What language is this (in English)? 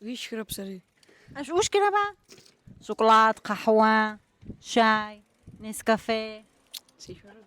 Adyghe